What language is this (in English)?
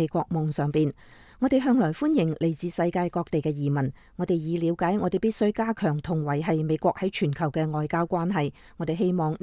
Cantonese